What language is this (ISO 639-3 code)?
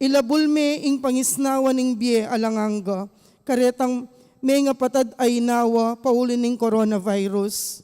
pam